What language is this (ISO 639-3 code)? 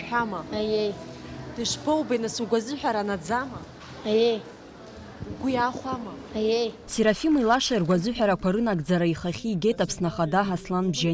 abk